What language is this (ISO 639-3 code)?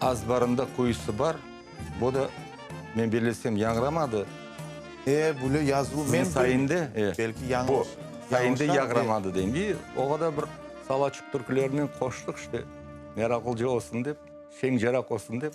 crh